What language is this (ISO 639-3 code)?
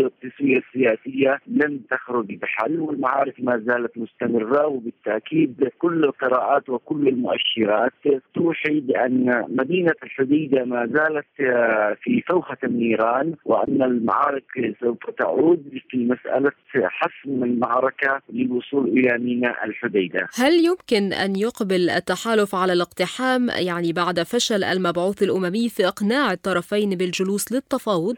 ara